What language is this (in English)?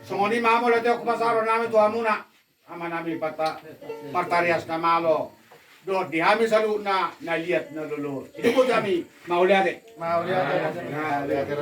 Batak Toba